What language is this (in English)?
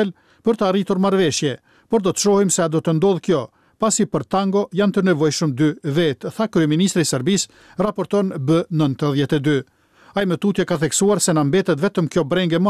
Albanian